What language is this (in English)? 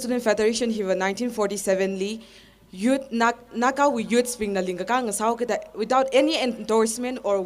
Tangkhul Naga (India)